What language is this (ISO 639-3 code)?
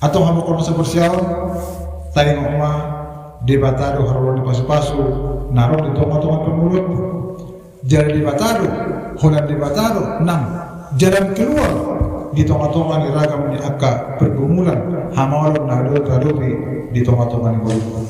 bbc